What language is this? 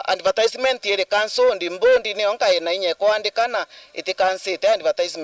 Meru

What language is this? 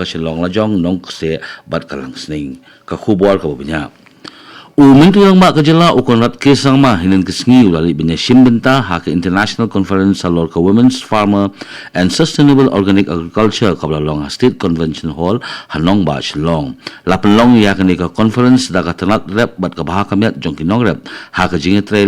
Khasi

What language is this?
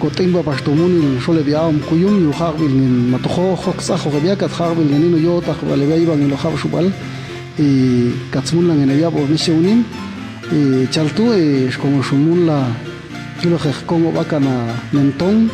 Popti'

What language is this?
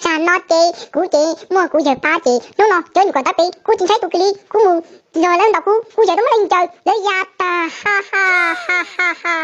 Hmong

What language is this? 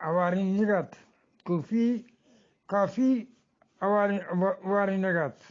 Eastern Balochi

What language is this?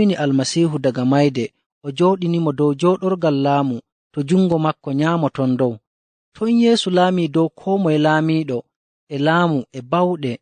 Nigerian Fulfulde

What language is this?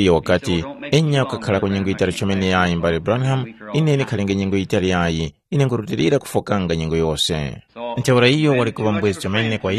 Tumbuka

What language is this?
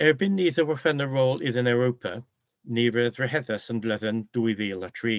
Cornish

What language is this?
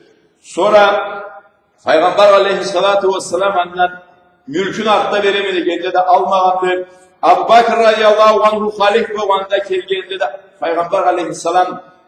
Karachay-Balkar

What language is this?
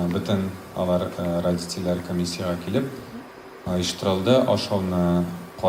Tatar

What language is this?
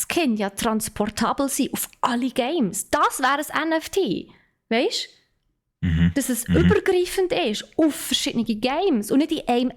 Swiss German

